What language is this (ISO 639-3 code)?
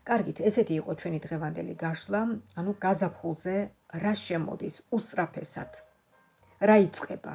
kat